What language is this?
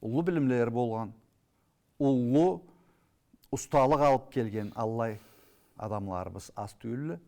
Karachay-Balkar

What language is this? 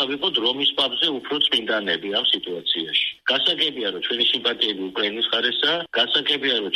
Georgian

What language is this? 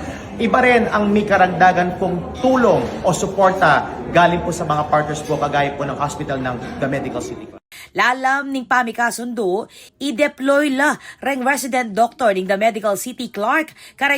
Pampanga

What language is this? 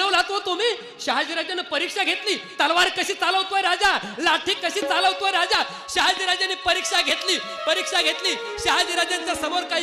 Marathi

